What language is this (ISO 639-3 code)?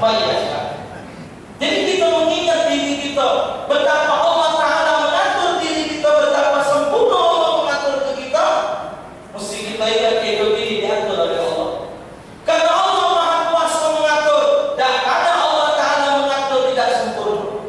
mui